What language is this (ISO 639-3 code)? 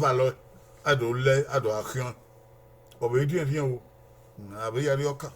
bin